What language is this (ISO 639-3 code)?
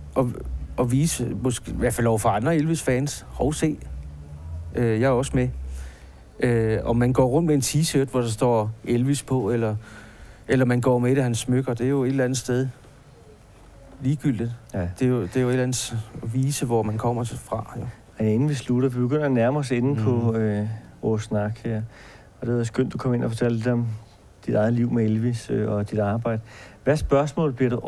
dan